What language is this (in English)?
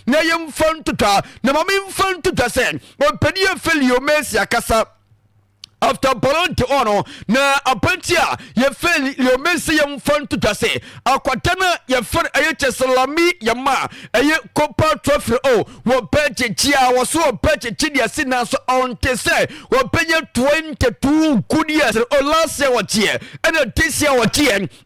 Akan